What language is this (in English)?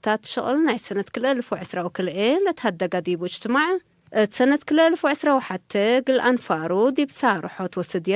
Tigre